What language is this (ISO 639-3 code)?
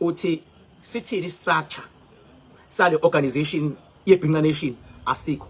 zul